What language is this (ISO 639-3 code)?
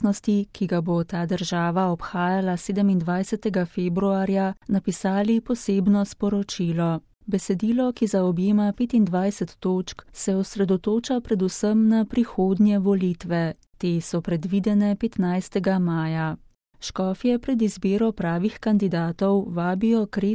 slv